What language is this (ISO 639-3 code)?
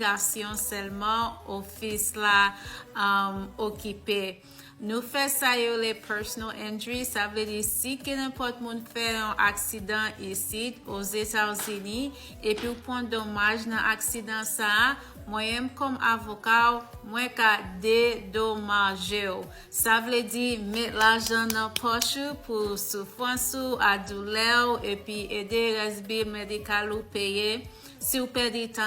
hat